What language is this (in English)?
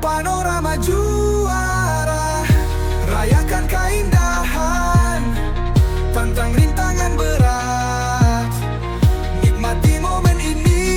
Manado Malay